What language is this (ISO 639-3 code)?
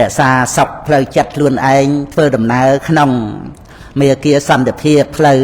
khm